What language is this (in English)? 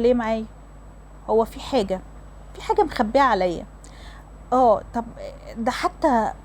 Egyptian Arabic